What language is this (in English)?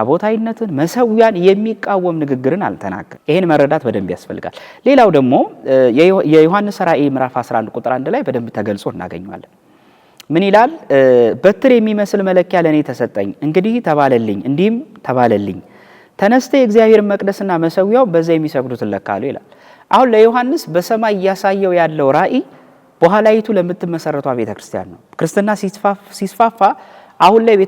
Amharic